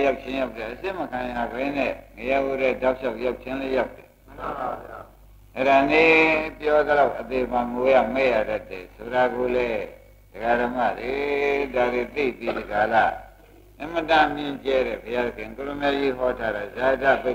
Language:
Burmese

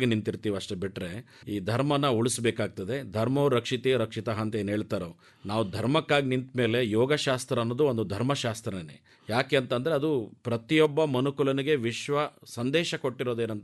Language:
Kannada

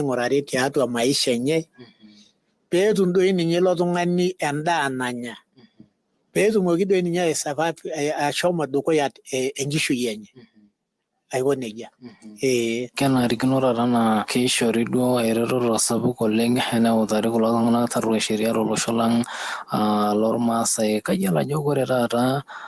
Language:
Masai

